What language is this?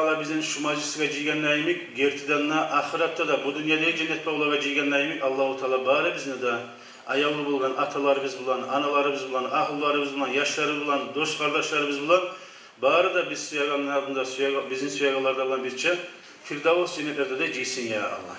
Kumyk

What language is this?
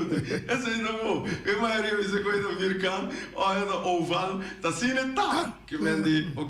Papiamento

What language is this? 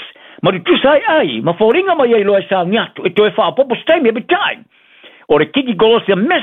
Samoan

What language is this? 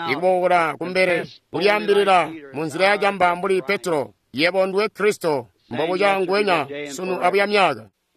Tonga (Zambia)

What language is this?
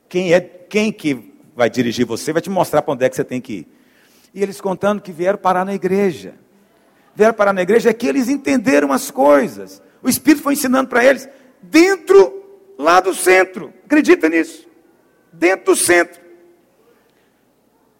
Portuguese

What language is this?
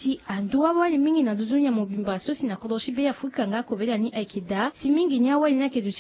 Sango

